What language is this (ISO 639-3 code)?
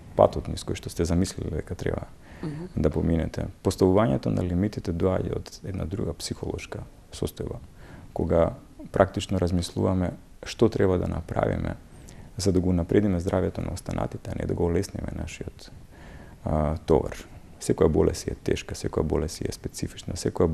mkd